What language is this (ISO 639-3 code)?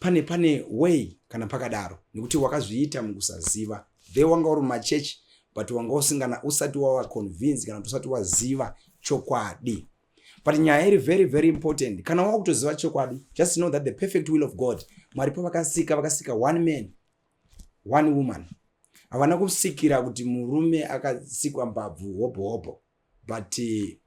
sna